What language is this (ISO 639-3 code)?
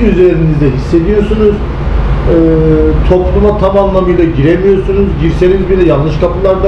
tur